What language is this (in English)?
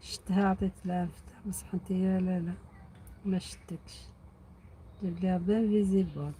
Algerian Arabic